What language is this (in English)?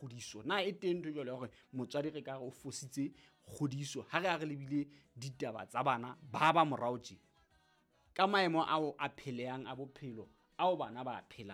Southern Sotho